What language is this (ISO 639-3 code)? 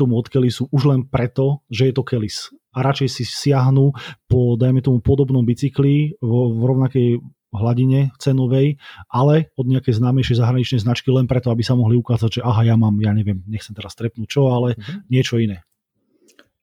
slk